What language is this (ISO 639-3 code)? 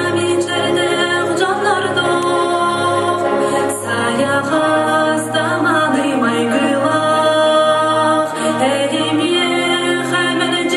sah